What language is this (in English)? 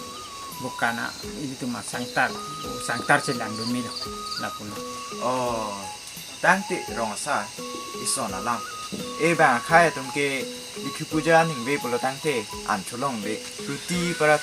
Karbi